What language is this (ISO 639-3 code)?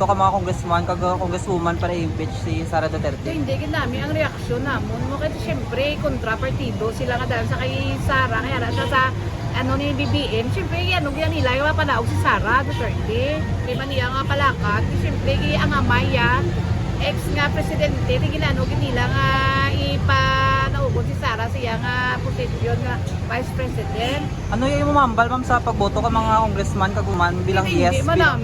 hil